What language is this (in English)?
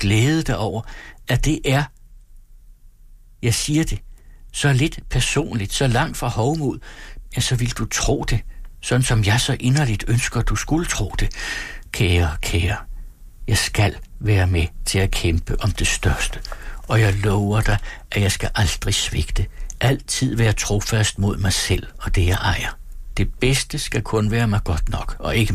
Danish